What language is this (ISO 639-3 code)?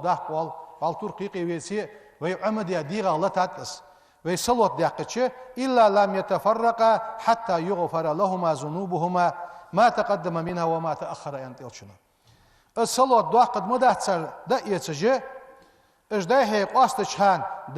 inh